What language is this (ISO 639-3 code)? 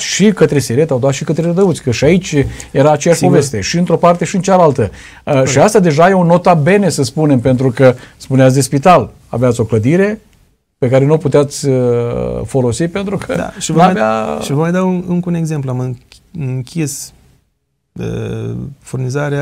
ron